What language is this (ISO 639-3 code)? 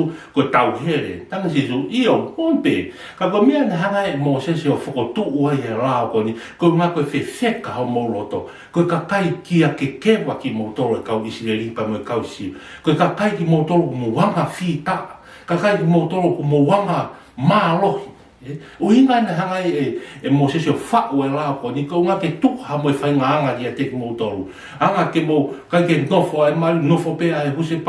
ton